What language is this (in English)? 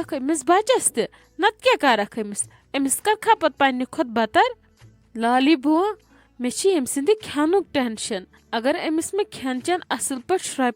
Kashmiri